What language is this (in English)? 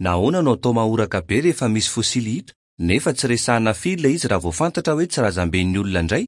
Malagasy